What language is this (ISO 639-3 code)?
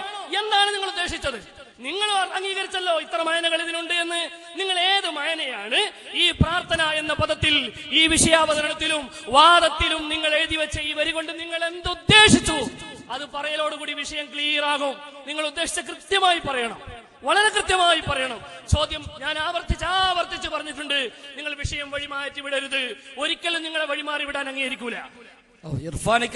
mal